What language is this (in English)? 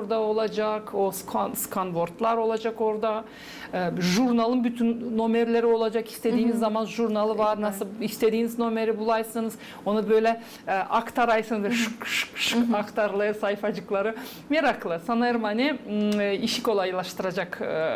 Gagauz